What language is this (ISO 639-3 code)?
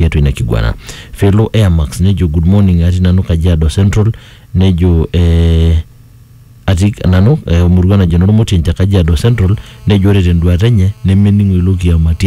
mas